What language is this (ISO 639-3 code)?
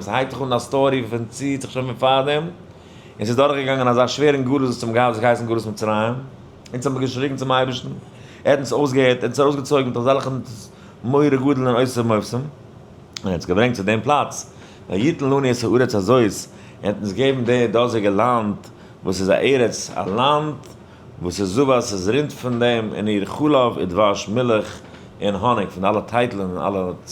yid